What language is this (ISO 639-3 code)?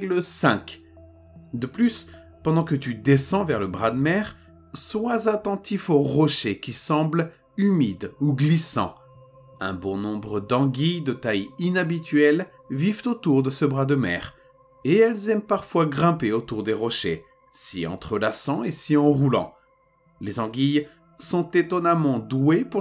fra